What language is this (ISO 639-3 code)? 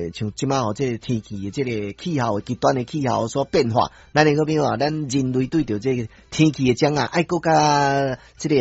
nan